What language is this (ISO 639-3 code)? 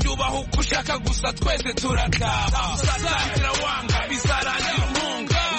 kin